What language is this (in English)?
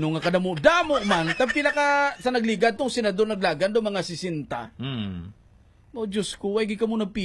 Hiligaynon